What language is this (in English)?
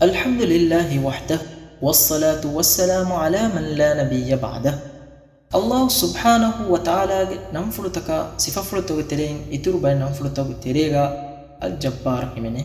Divehi